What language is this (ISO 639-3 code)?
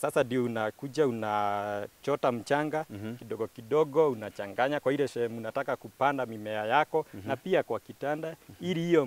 swa